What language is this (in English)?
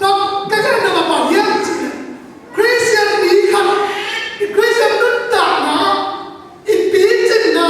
Tedim Chin